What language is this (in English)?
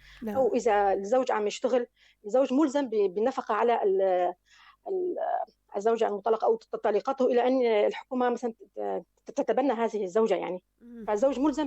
North Levantine Arabic